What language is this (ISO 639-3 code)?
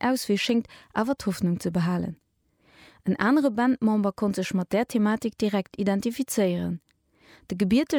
ltz